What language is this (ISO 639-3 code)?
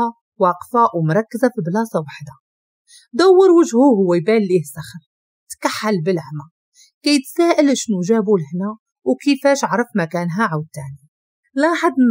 ary